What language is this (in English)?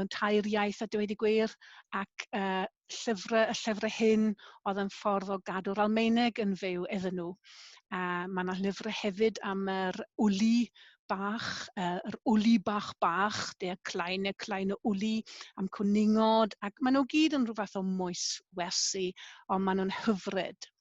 Welsh